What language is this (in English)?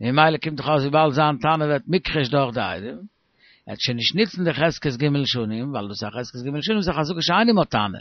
Yiddish